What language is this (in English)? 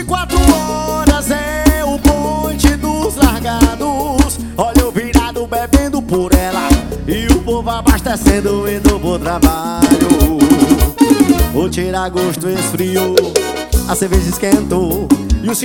Portuguese